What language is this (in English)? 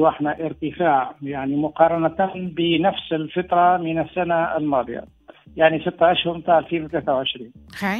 Tunisian Arabic